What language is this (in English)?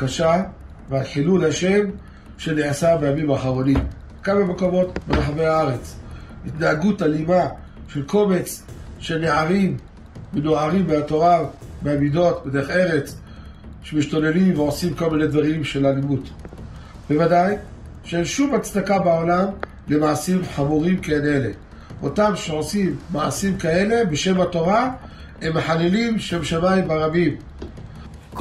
Hebrew